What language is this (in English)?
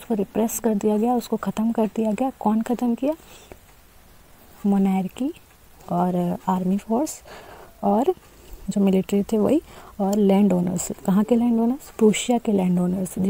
Hindi